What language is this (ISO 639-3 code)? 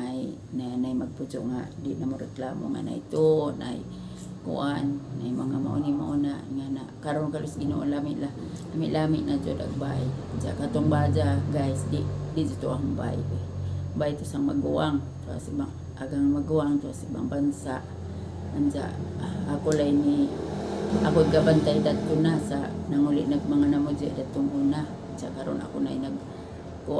ceb